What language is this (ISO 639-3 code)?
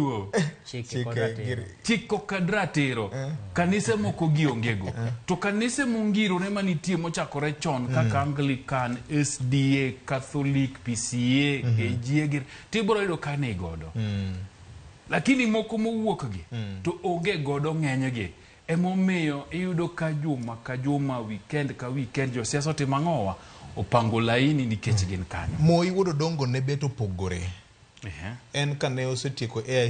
luo